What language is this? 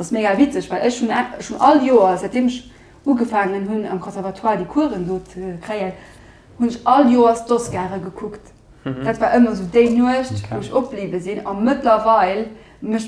Luxembourgish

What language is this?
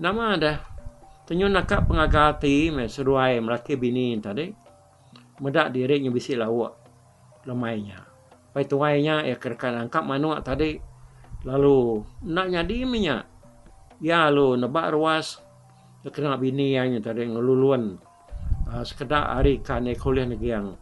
Iban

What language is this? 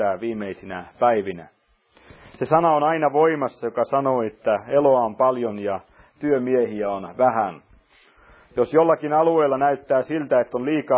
Finnish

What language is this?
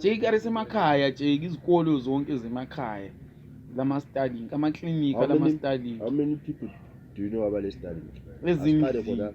North Ndebele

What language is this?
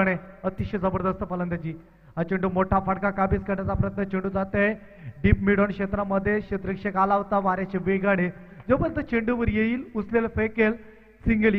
Marathi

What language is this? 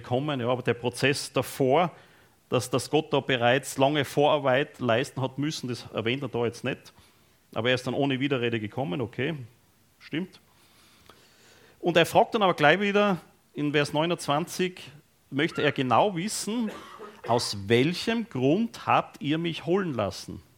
German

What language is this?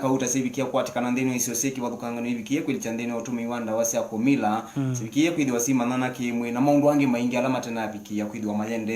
Kamba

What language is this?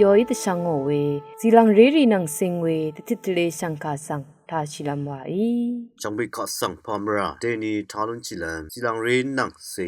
Rawang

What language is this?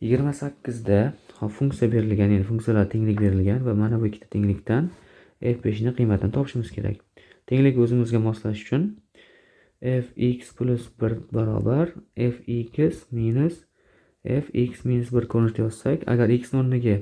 Uzbek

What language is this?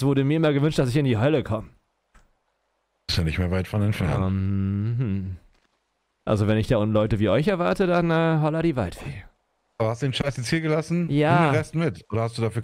German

